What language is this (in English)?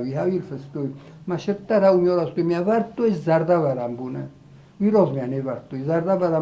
Ossetic